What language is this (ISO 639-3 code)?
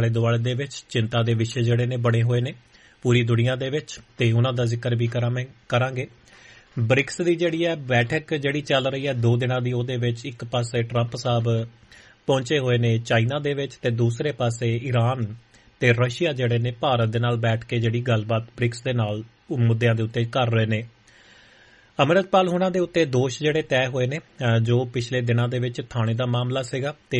pan